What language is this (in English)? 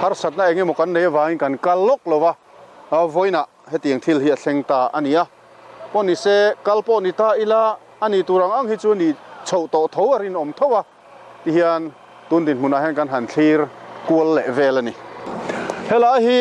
Mizo